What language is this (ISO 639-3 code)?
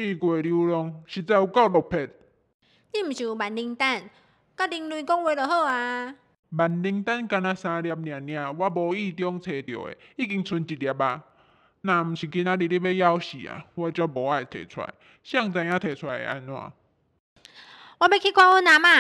nan